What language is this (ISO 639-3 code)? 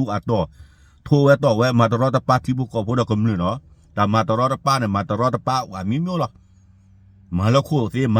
ksw